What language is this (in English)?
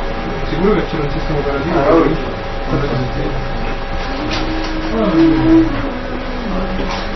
Italian